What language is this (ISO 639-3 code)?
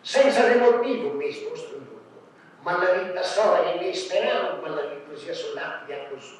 srd